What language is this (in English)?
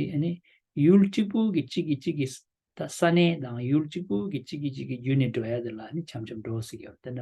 Tibetan